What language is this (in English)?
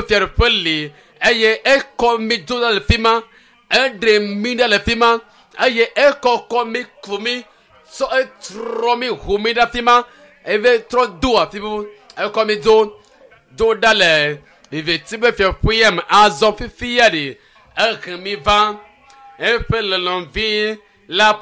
Ewe